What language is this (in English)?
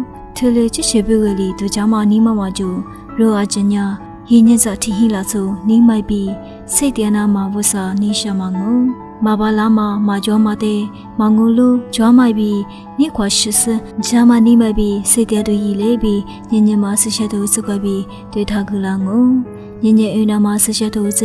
Lisu